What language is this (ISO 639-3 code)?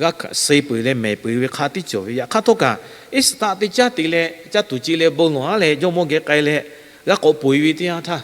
lhu